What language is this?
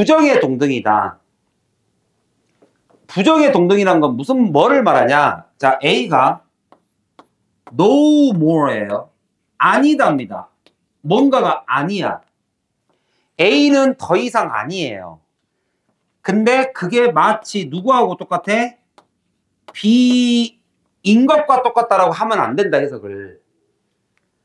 Korean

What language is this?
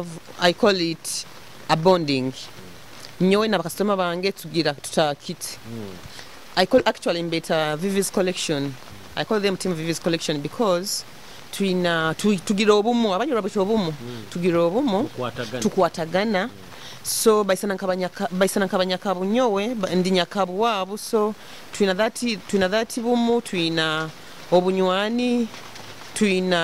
Nyoro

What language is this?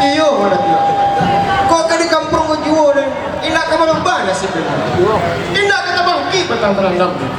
Minangkabau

